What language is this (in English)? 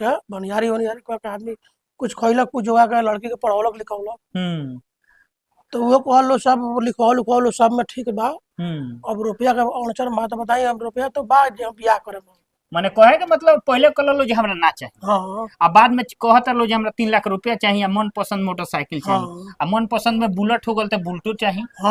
Bhojpuri